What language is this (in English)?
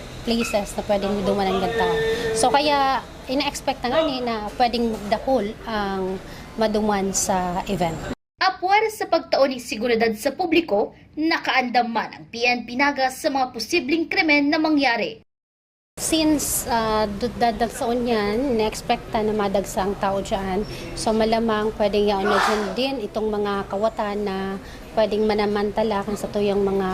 Bikol